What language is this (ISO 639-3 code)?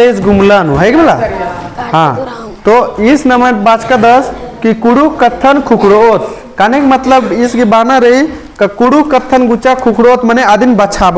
kru